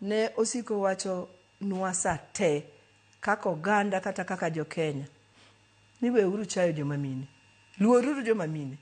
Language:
Luo (Kenya and Tanzania)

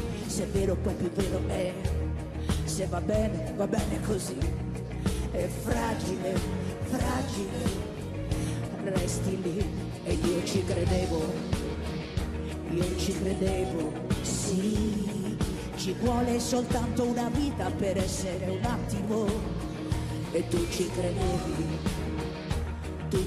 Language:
Italian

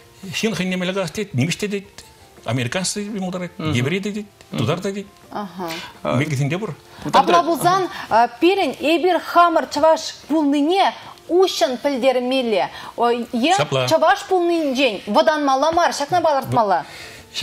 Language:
Chuvash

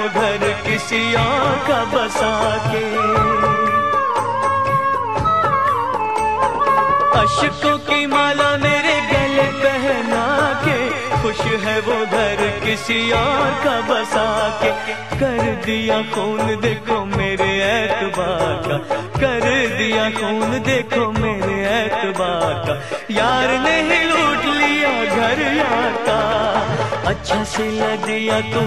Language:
Hindi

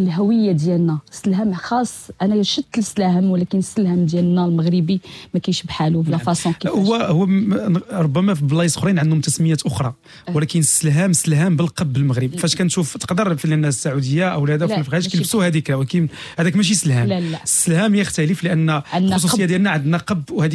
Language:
Moroccan Arabic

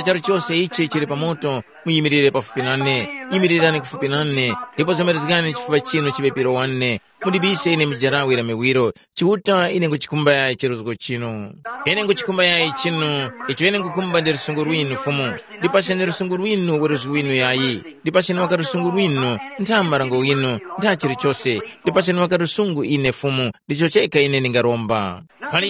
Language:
Tumbuka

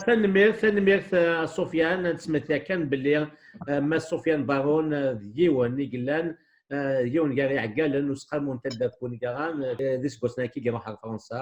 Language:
Kabyle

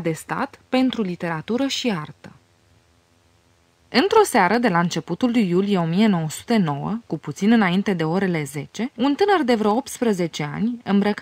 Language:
Romanian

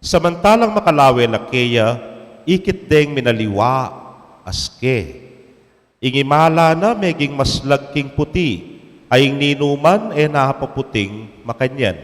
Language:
Pampanga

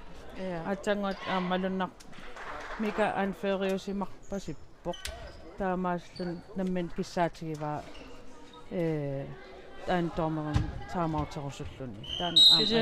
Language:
Kalaallisut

